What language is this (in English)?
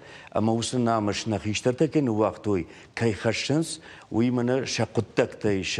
Ossetic